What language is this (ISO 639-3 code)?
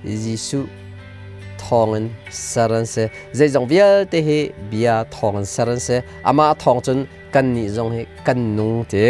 cnh